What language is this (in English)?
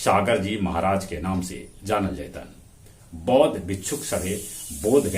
Magahi